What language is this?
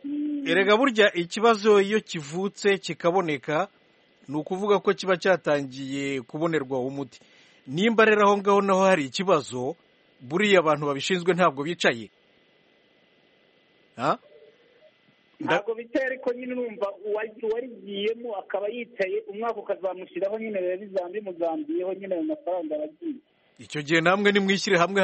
Kinyarwanda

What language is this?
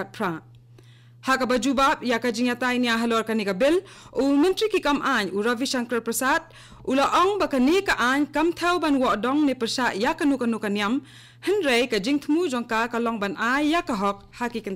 Khasi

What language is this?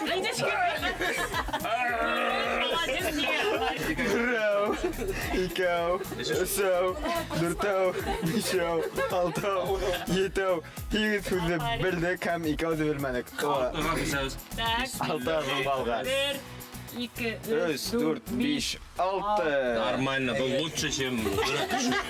Bashkir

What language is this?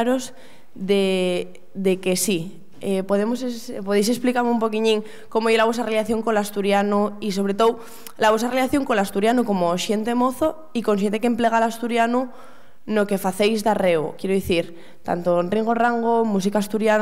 Asturian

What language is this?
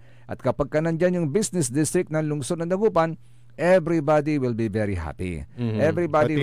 Pangasinan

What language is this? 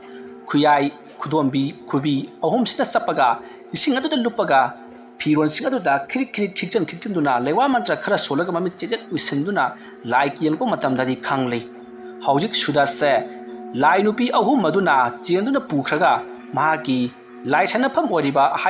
Manipuri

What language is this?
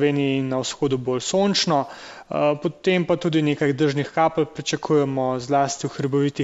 Slovenian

